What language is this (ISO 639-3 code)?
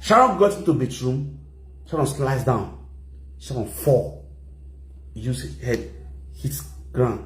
pcm